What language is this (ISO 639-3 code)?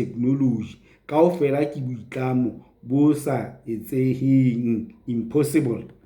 sot